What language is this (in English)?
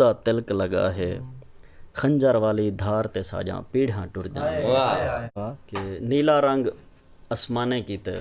Saraiki